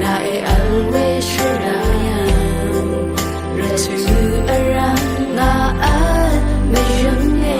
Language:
Rawang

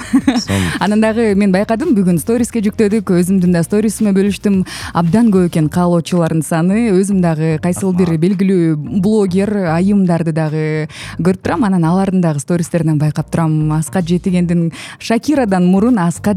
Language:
Kyrgyz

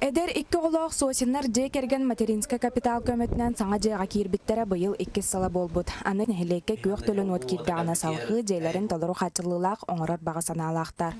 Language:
Yakut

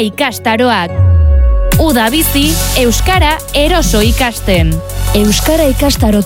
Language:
Basque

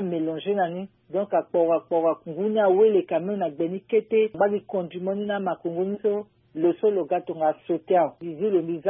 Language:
Sango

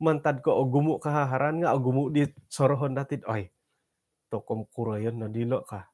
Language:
Central Dusun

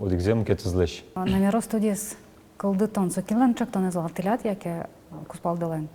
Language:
Udmurt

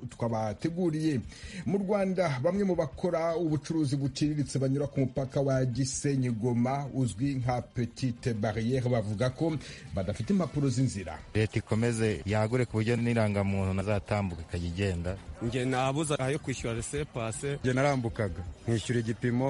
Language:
Kinyarwanda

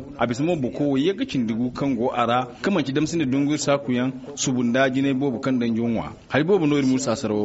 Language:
Zarma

